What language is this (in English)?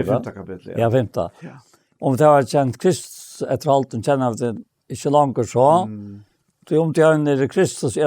Faroese